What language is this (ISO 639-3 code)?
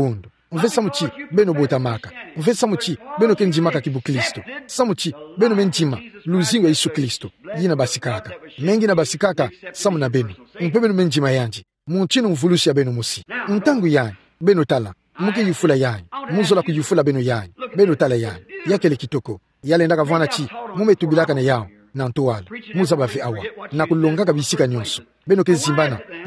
ktu